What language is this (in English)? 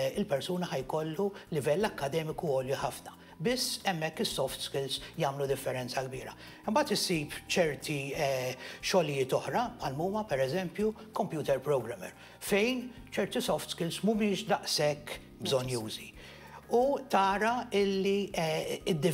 Maltese